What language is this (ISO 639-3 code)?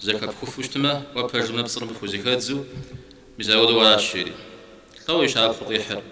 kbd